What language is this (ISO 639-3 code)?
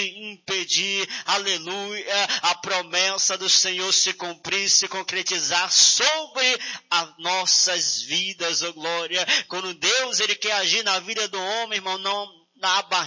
por